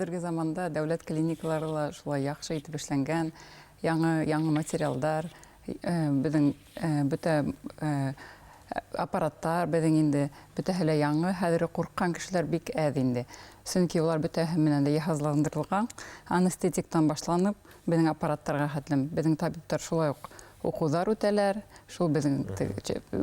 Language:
Bashkir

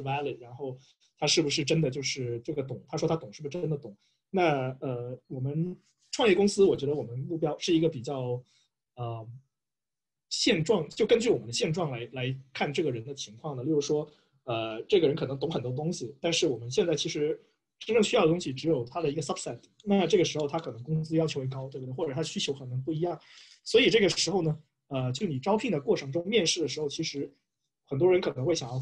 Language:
Chinese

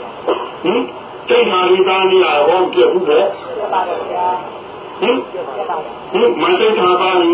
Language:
Burmese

